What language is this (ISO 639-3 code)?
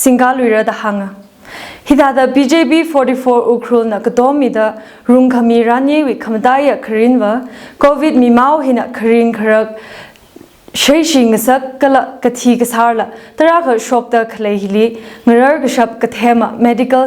nmf